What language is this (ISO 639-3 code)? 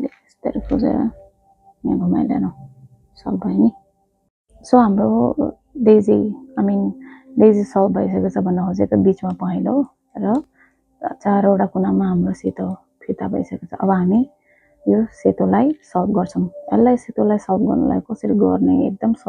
nep